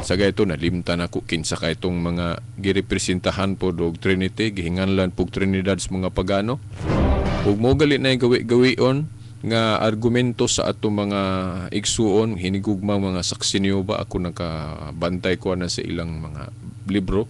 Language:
Cebuano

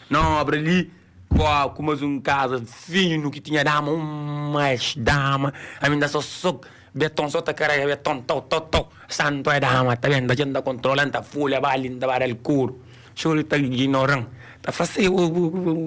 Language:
Kabuverdianu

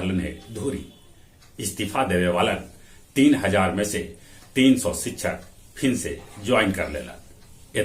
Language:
Magahi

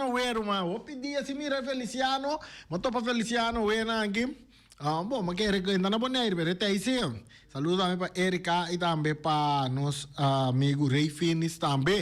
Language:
Papiamento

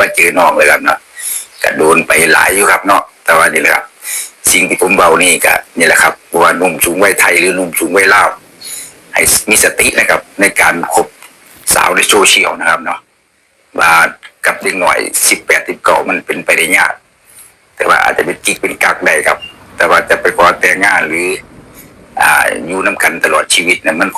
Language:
Northeastern Thai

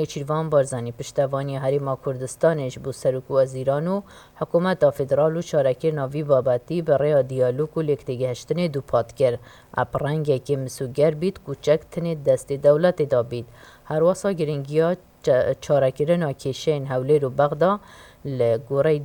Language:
Kurdish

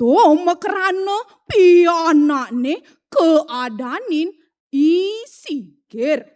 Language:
Balinese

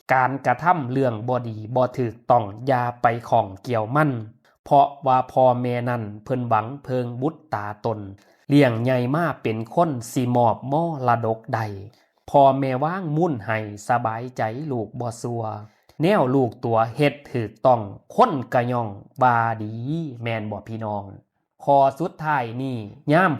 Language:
Northeastern Thai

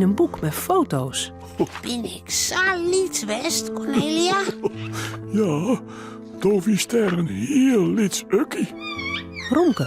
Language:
Western Frisian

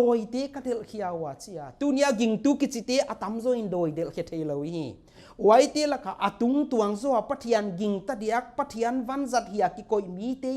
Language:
Paite Chin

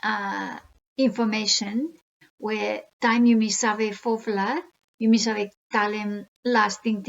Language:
Bislama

